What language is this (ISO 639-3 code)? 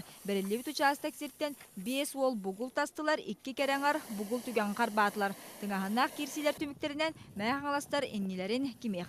sah